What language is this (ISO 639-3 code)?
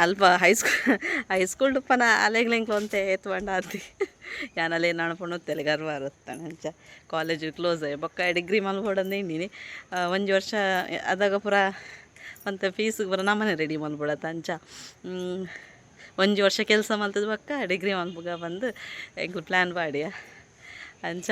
tcy